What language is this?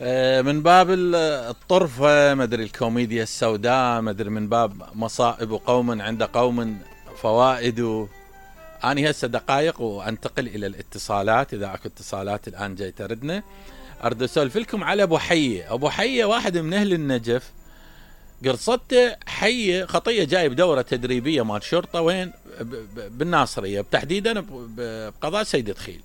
Mesopotamian Arabic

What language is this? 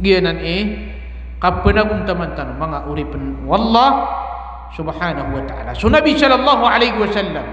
Maranao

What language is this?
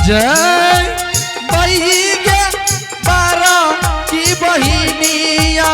Angika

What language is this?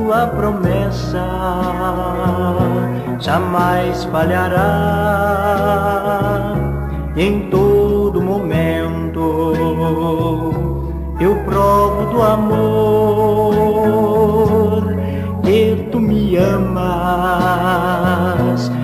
Portuguese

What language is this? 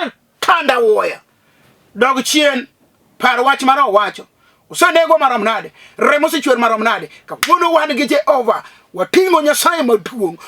Luo (Kenya and Tanzania)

